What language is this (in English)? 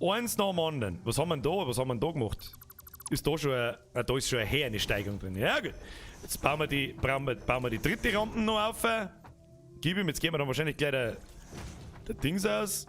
Bavarian